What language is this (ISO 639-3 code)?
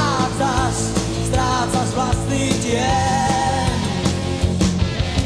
slk